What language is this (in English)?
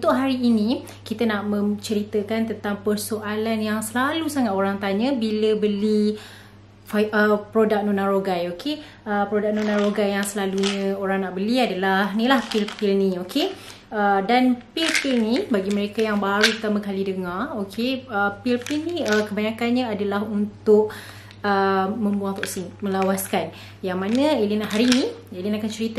Malay